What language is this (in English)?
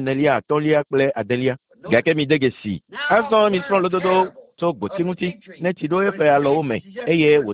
Ewe